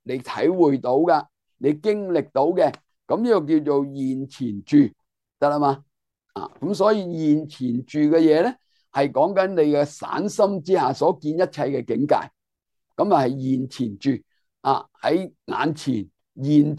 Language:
Cantonese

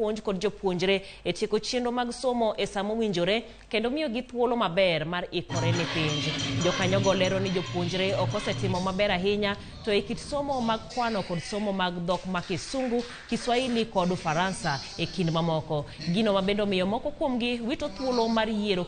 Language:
Luo (Kenya and Tanzania)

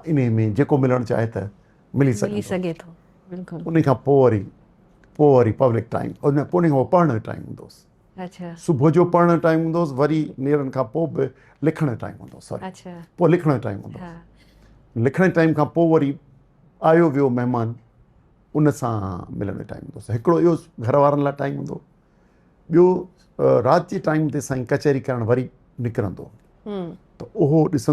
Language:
Sindhi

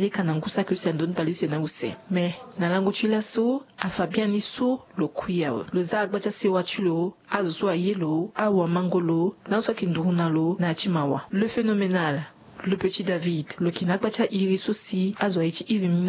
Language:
Sango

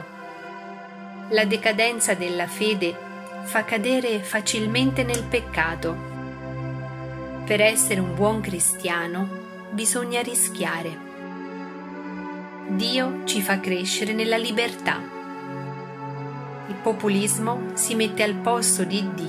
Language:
Italian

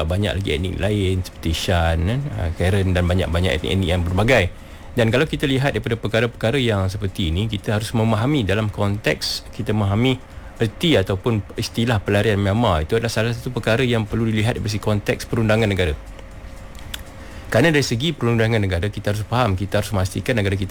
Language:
Malay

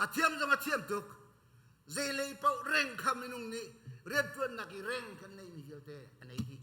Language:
Hakha Chin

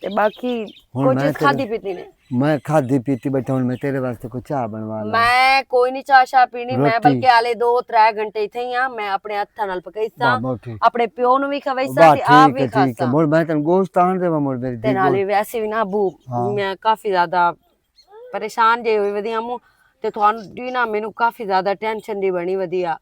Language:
Western Panjabi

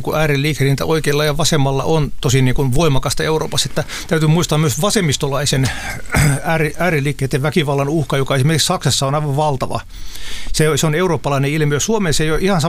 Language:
Finnish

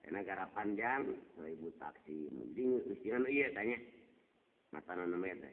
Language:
Sundanese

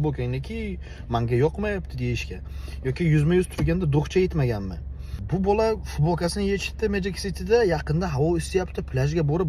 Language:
Uzbek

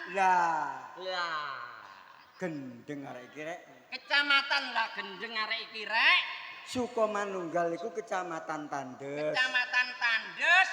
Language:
Javanese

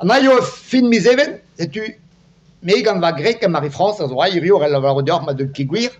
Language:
Breton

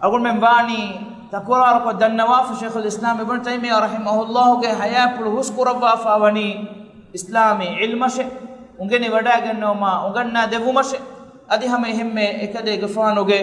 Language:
Divehi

